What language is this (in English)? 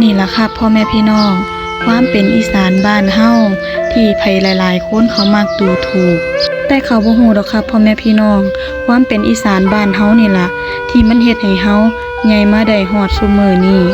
Northeastern Thai